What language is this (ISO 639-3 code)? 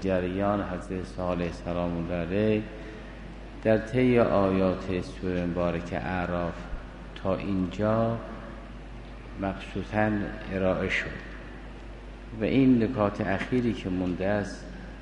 fas